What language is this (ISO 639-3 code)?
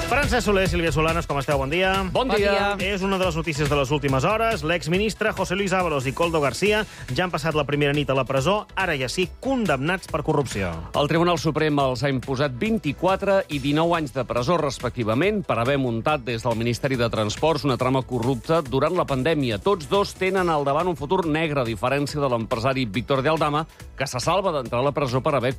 cat